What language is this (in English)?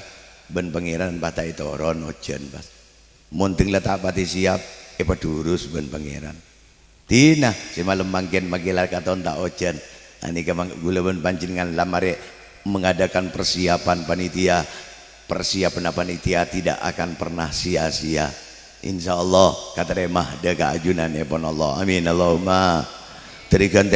Madurese